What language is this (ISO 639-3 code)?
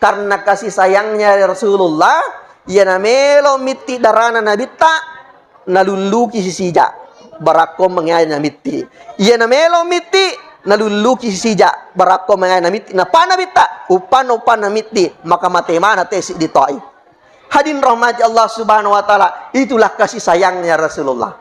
bug